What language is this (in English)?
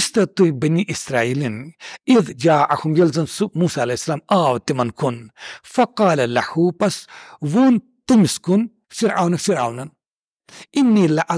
Kashmiri